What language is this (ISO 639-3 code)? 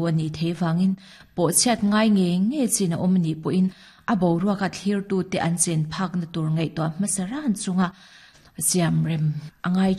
lus